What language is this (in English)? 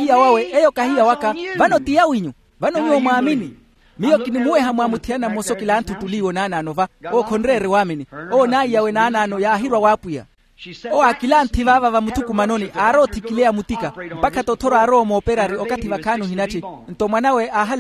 Makhuwa